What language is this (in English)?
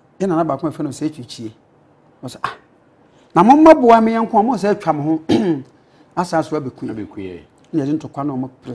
Akan